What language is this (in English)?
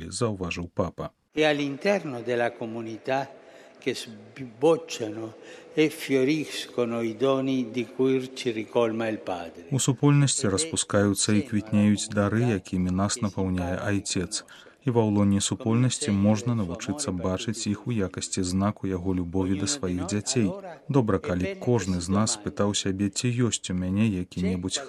Belarusian